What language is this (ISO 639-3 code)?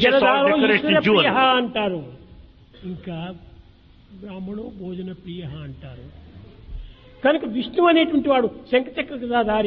tel